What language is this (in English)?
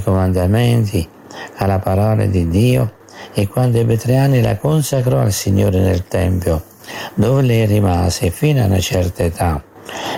Italian